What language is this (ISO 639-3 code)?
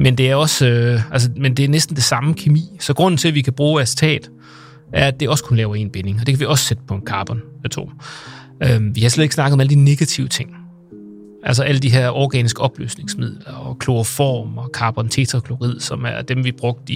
dan